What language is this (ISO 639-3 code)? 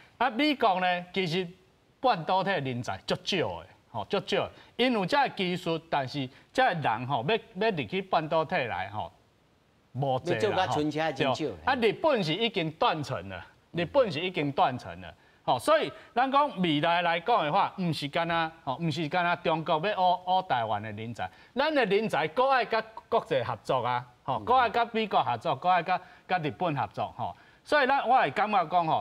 nan